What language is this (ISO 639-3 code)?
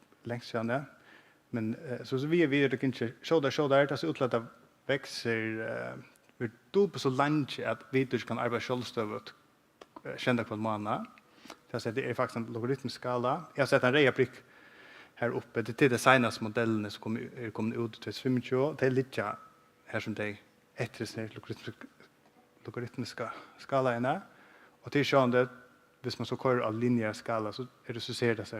fao